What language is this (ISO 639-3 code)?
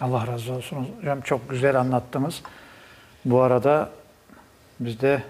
crh